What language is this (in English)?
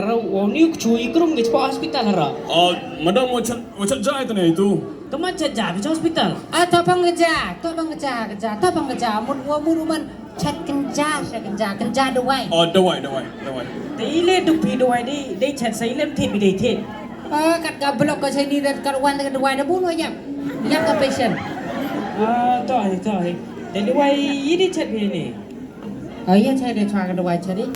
Khasi